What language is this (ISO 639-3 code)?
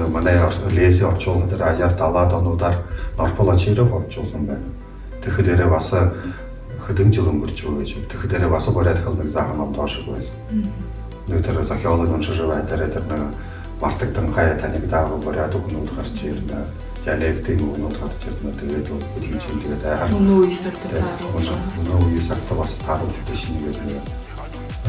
bua